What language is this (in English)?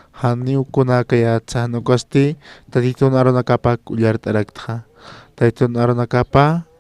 Aymara